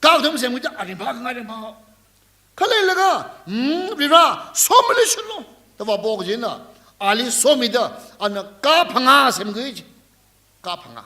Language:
Tangkhul Naga (India)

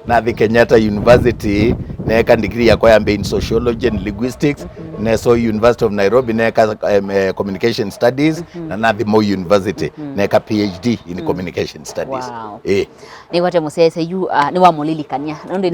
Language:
Kamba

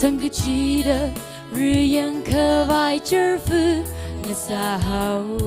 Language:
Tangkhul Naga (India)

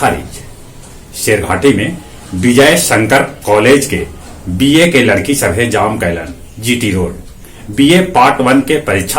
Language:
Magahi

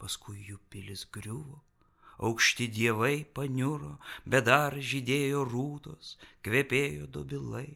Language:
Lithuanian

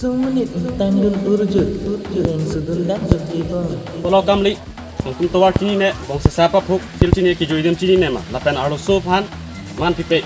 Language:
Karbi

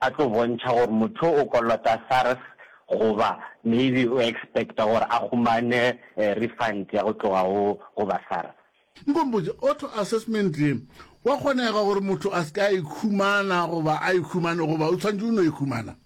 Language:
Northern Sotho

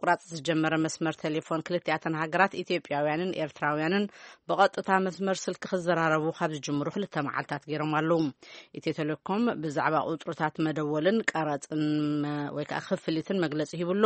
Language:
Tigrinya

